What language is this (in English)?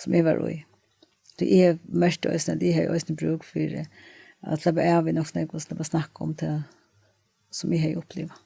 Faroese